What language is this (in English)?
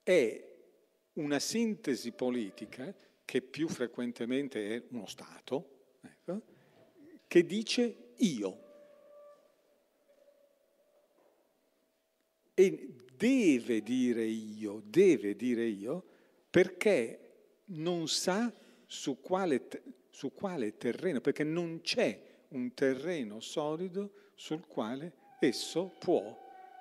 Italian